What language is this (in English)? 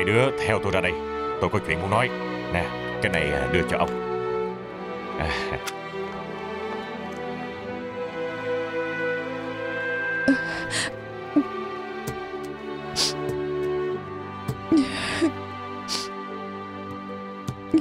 Vietnamese